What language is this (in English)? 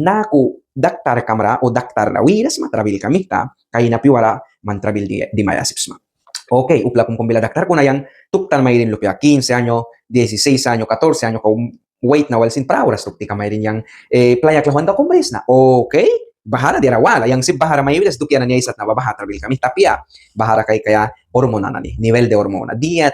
Mískito